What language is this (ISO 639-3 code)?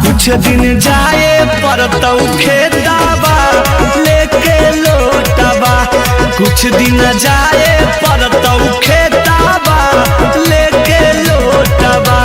mag